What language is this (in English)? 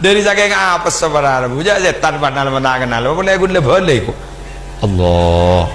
Madurese